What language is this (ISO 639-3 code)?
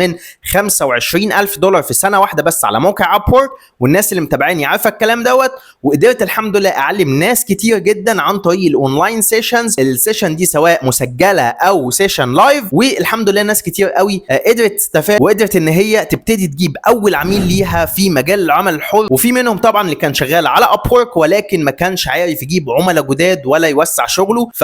arz